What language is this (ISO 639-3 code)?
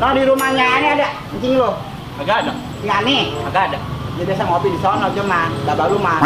bew